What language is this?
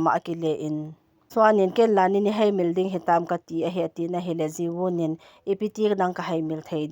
Thado Chin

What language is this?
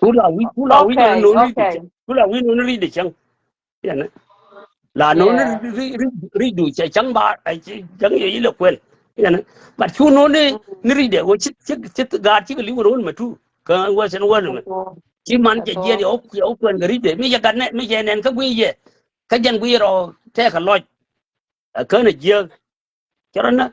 Nuer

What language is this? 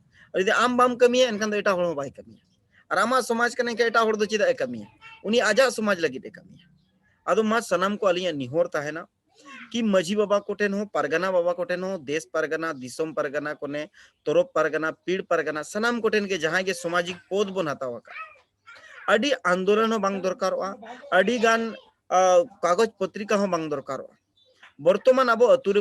Santali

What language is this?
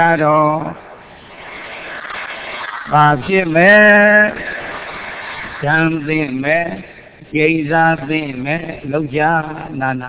Burmese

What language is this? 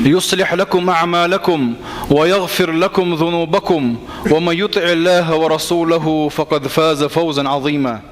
Chechen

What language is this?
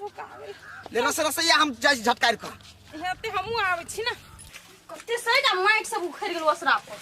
Maithili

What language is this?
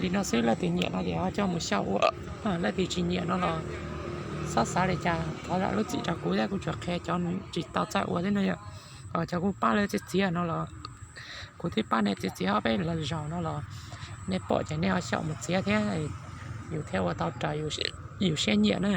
Hmong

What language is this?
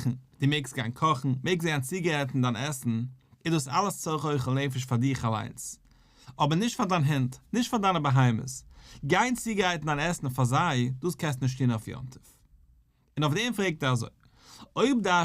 Yiddish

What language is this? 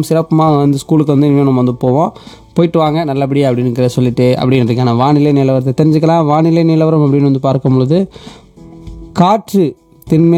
Tamil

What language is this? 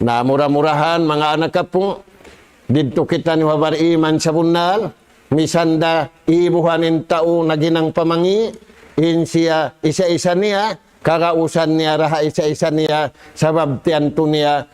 Tausug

